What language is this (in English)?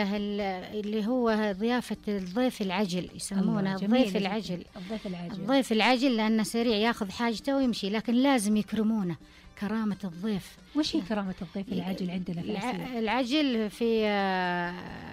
Najdi Arabic